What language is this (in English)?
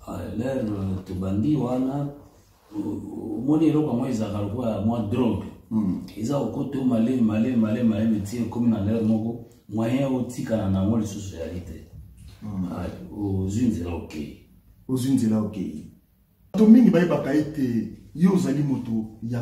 Lingala